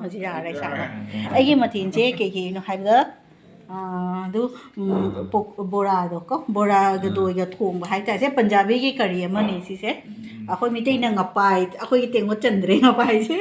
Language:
Manipuri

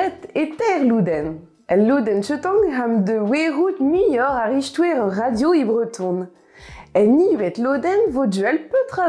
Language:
Breton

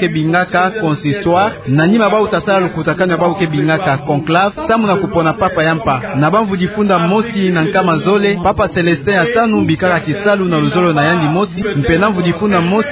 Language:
Kituba (Democratic Republic of Congo)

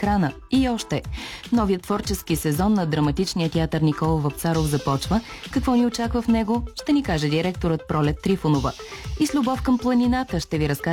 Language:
Bulgarian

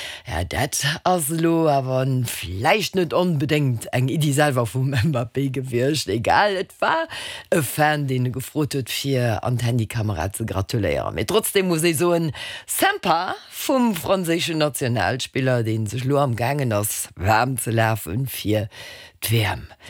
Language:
Luxembourgish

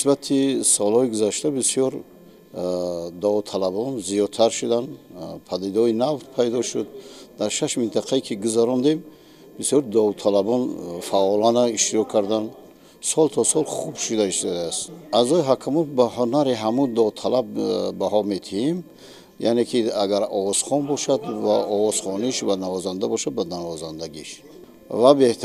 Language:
Tajik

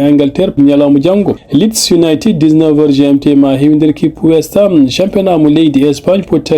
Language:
Fula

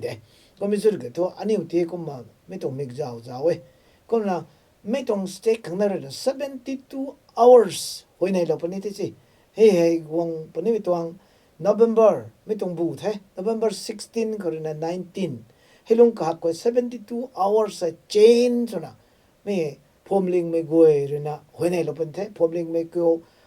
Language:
Rongmei Naga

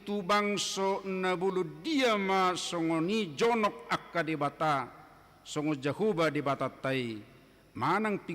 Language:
Batak Toba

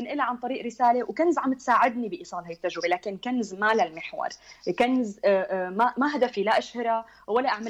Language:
North Levantine Arabic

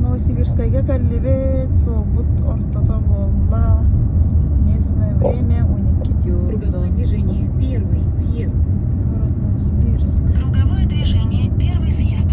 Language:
Yakut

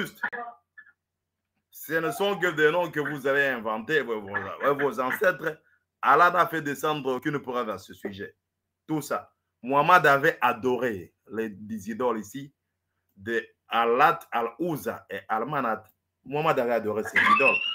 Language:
French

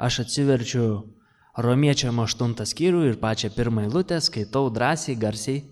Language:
Lithuanian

